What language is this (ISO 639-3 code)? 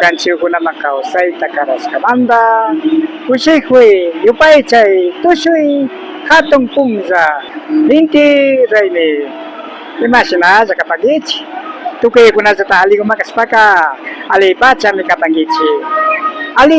qvi